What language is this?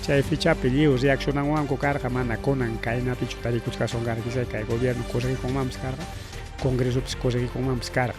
Ayacucho Quechua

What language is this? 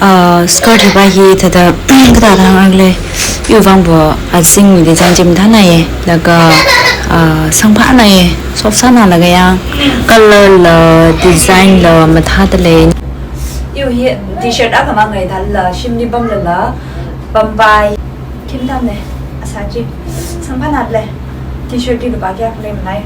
Tangkhul Naga (India)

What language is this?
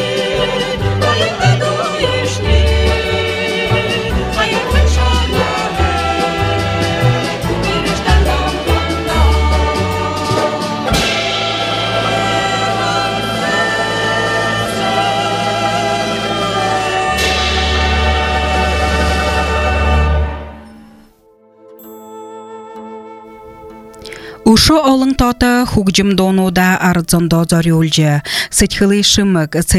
Buriat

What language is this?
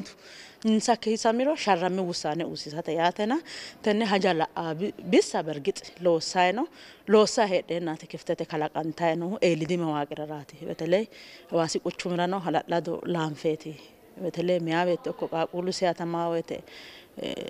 Sidamo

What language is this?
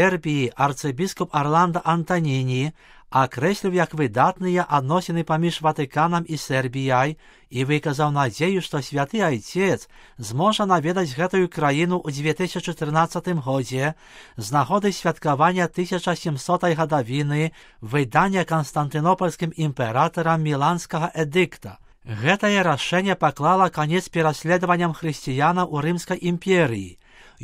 Belarusian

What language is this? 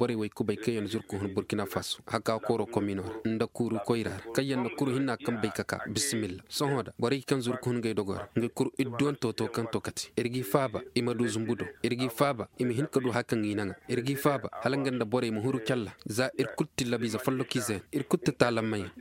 Koyraboro Senni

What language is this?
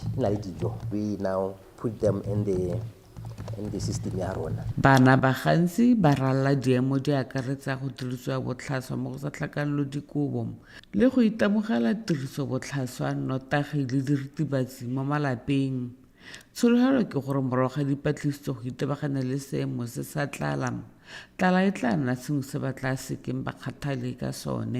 Tswana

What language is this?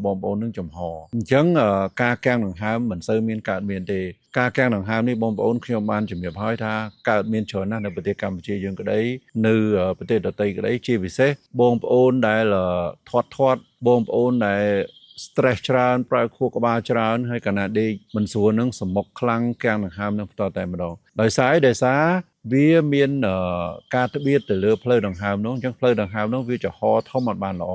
Khmer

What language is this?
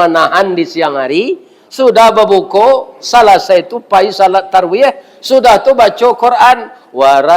Minangkabau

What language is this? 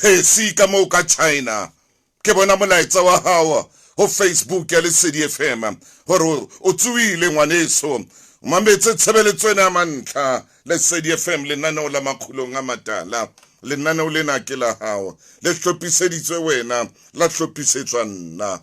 Southern Sotho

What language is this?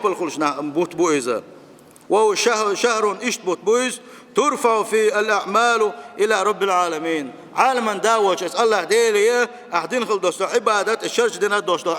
Chechen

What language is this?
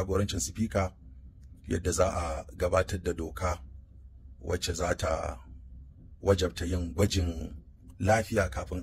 Hausa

